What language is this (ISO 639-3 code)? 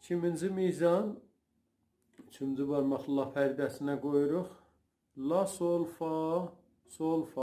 azb